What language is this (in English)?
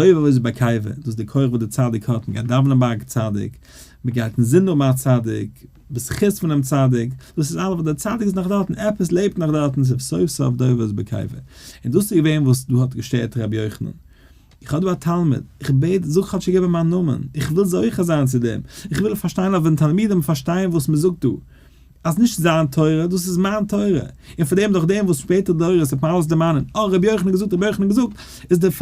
Yiddish